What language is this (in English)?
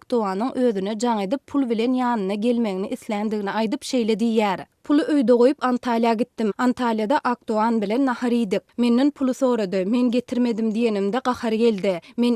Turkmen